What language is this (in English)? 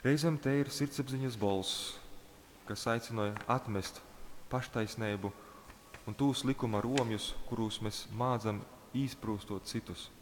Latgalian